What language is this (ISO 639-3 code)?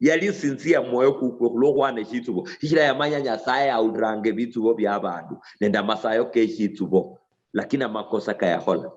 luy